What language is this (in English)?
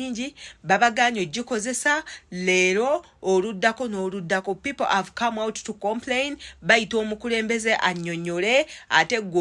Ganda